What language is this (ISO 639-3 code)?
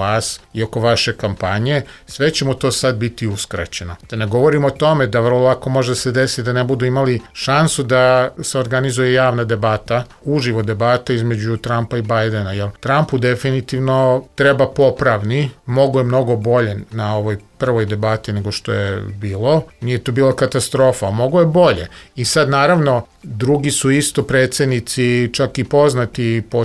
srp